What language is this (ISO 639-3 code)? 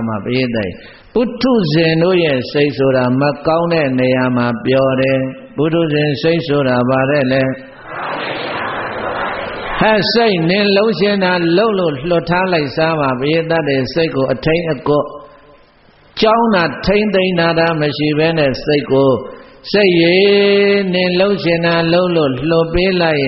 mya